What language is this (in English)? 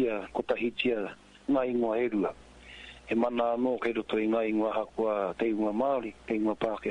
Māori